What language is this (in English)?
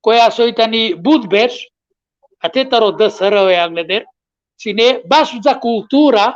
Balkan Romani